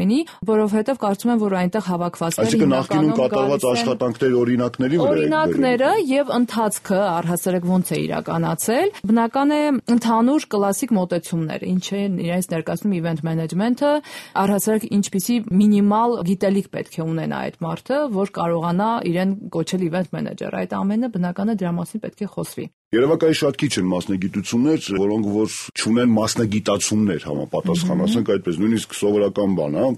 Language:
Armenian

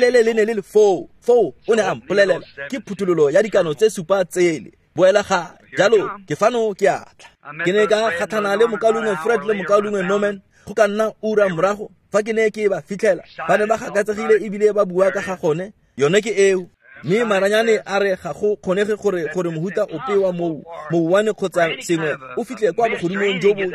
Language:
Tswana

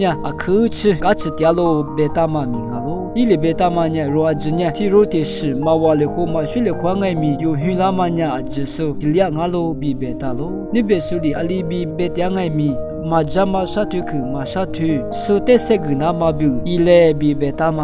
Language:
Lisu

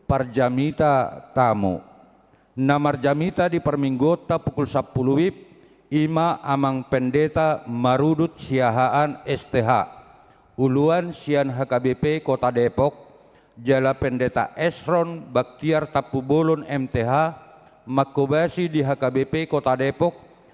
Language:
Batak Toba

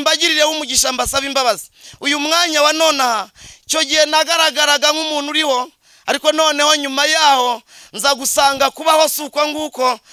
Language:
Kinyarwanda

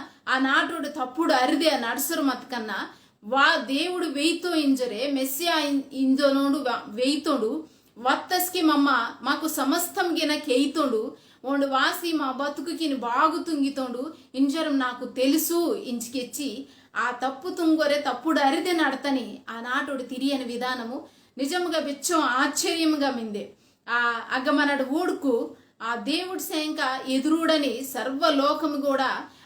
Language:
Koya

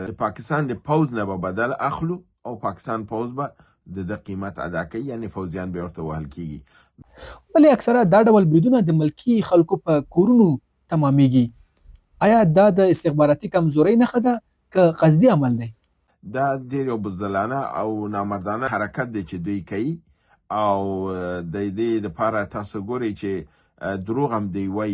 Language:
Pashto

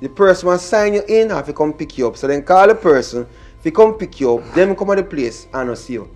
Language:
Jamaican Creole English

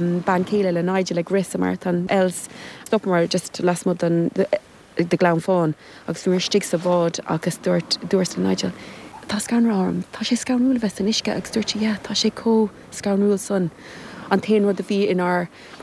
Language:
Irish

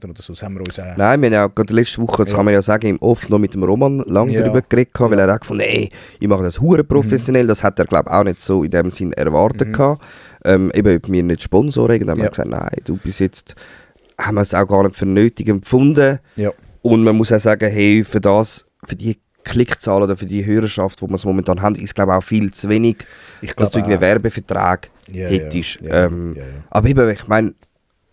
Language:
Swiss German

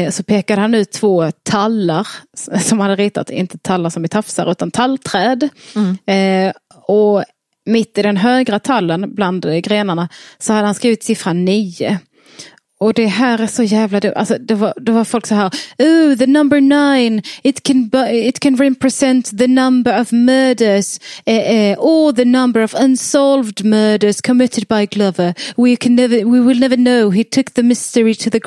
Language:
Swedish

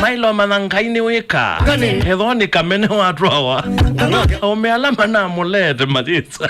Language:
Kamba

